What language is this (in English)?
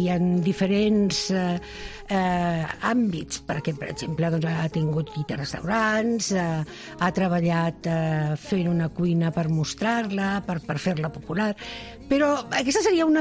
Catalan